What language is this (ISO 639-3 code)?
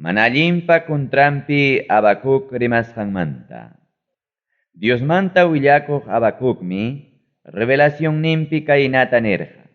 quy